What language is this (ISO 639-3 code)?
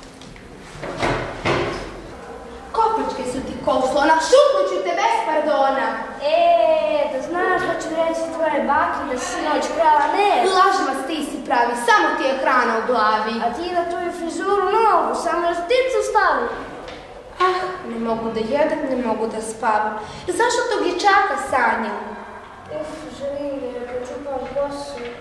srp